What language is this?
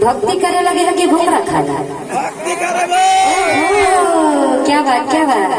Chhattisgarhi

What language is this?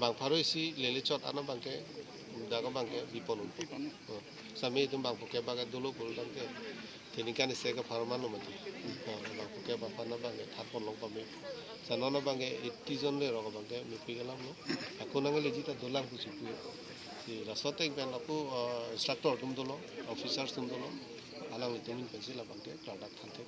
Karbi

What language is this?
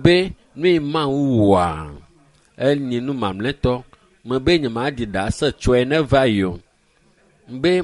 Ewe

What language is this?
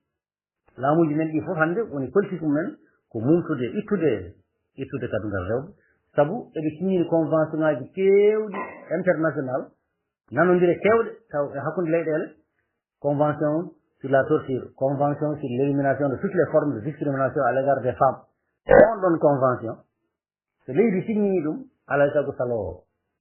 Fula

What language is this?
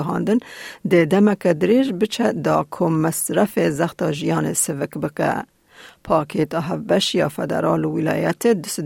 Kurdish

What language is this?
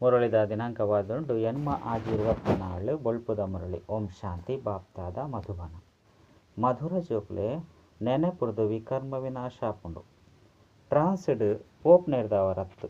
Tulu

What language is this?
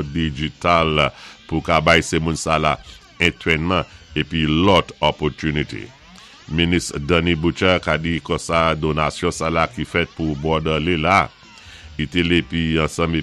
Saint Lucian Creole French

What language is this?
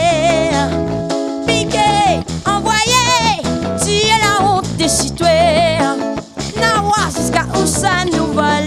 Réunion Creole French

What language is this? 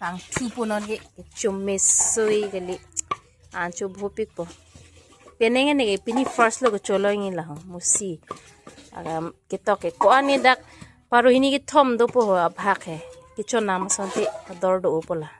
Karbi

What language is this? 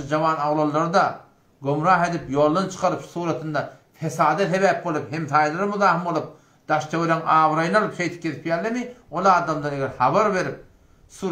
Turkmen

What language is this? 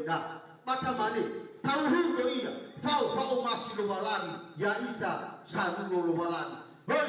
Nias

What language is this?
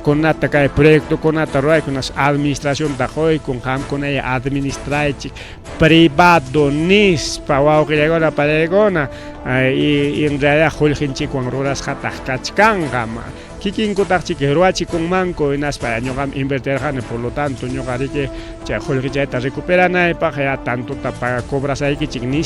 Ayacucho Quechua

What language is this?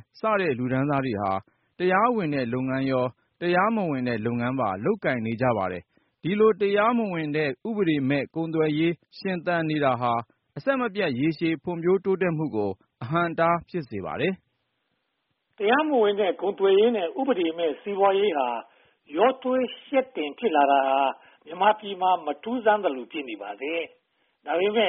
Burmese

